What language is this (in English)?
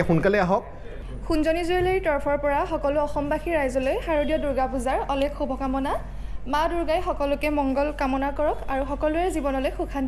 Assamese